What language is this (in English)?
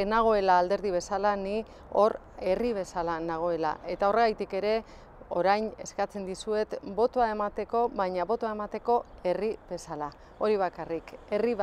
Basque